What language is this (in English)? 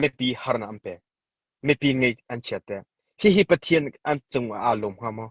Hakha Chin